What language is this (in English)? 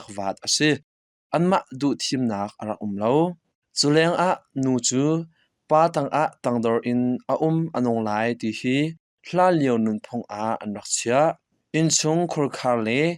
Hakha Chin